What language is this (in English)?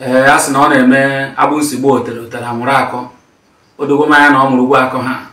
Igbo